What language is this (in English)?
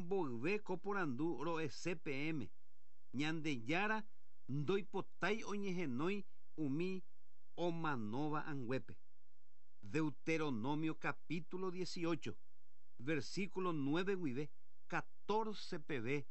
Guarani